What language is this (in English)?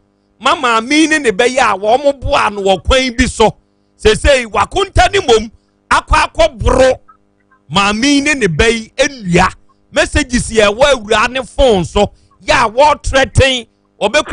Akan